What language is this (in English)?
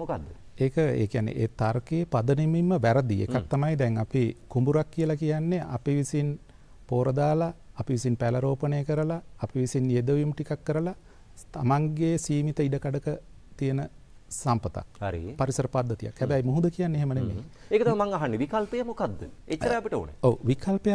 Sinhala